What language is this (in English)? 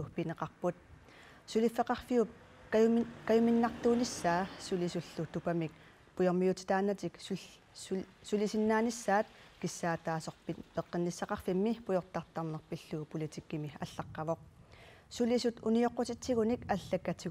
Kalaallisut